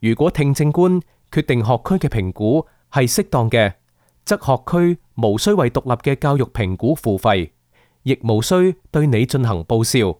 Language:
Cantonese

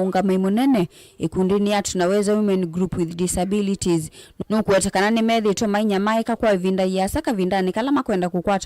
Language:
Kamba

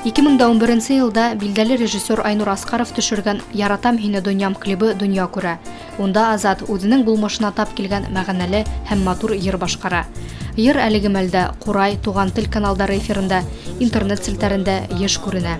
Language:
Bashkir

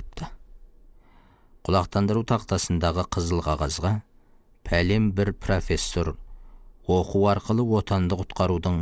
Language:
Kazakh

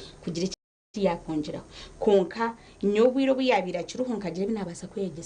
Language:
Nyankole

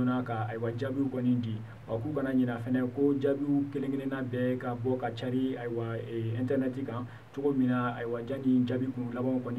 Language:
Bambara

